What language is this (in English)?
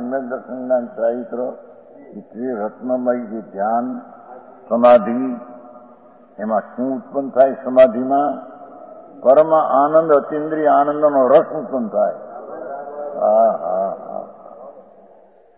Gujarati